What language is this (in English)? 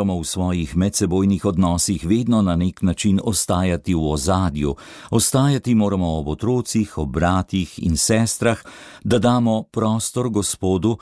Slovenian